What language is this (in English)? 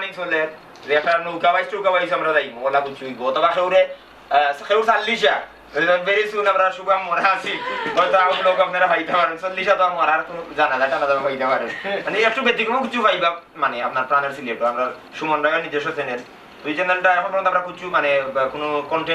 Sylheti